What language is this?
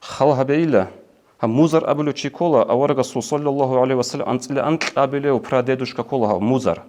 Avaric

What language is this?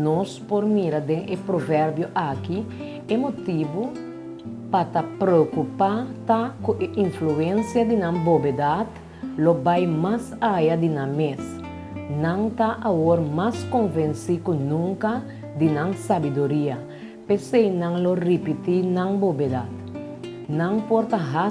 Papiamento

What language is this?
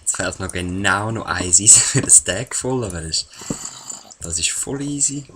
Swiss German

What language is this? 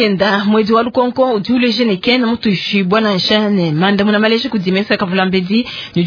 Luba-Lulua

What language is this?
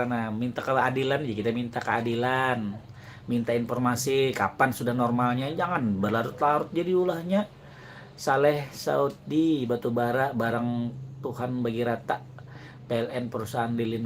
Banjar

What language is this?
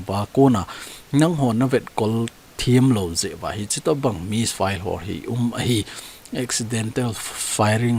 Thado Chin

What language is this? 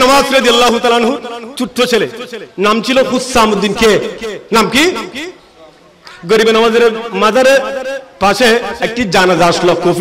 Bangla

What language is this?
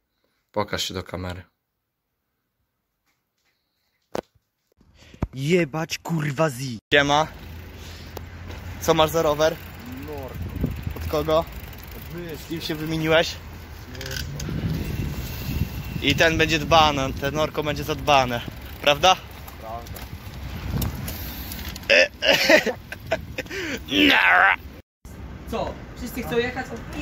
Polish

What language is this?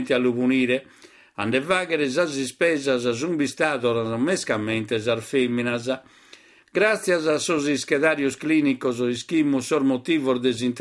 Sardinian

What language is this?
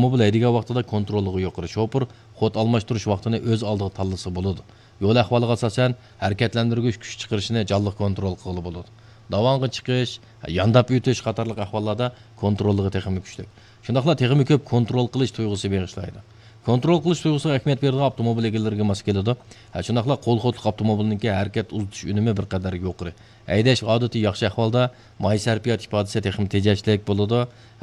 Uyghur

